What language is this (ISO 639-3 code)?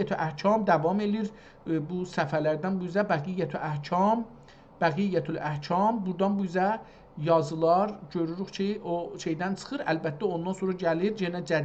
azb